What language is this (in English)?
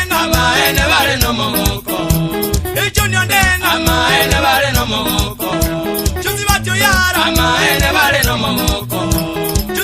Gusii